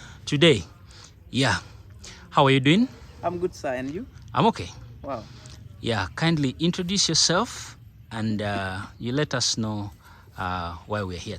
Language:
Acoli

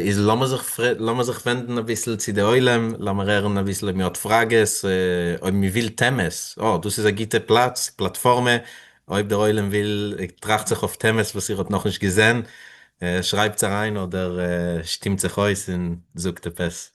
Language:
Yiddish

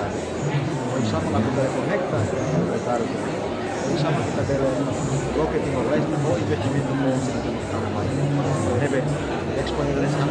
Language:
Tetum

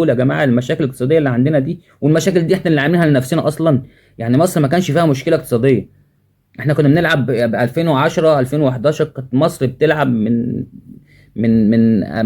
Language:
Egyptian Arabic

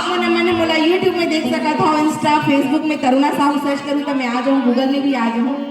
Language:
Chhattisgarhi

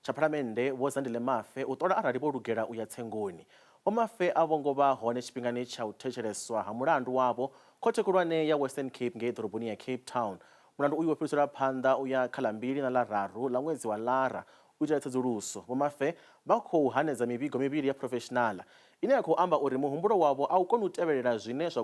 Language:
Venda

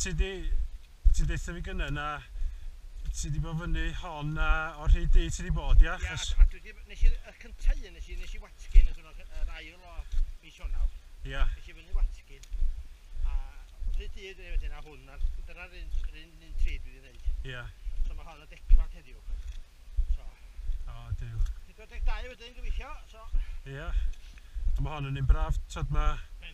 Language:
Welsh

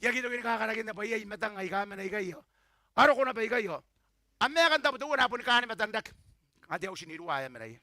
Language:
Gilbertese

